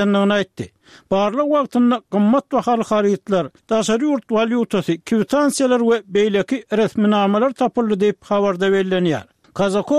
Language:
Turkmen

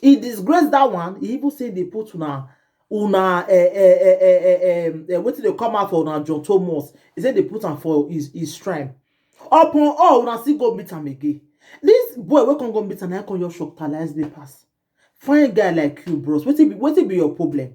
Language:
Nigerian Pidgin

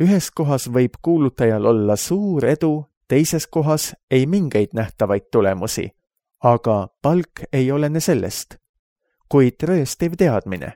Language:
Estonian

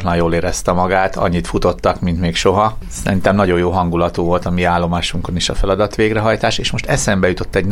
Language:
Hungarian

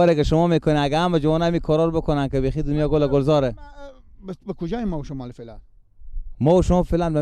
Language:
Persian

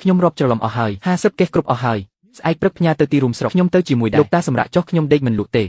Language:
Khmer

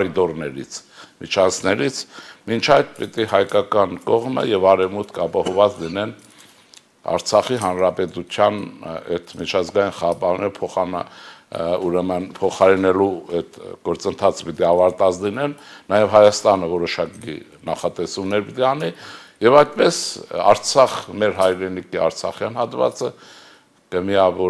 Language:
Armenian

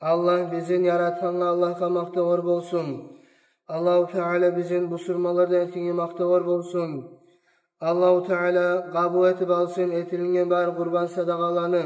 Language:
Kumyk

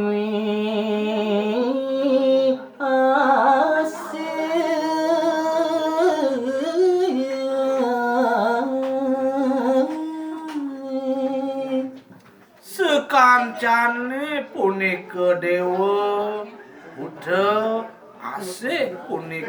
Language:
Balinese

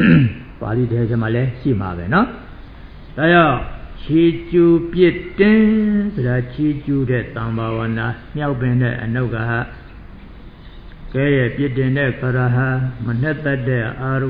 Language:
Burmese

